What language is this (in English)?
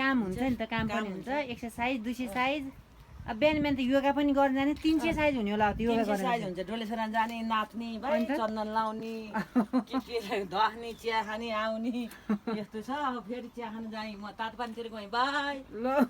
Nepali